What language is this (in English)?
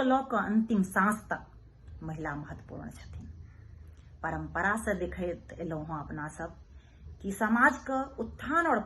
Maithili